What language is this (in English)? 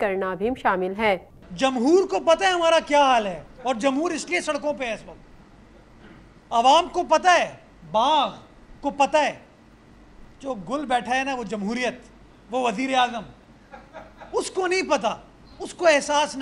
Urdu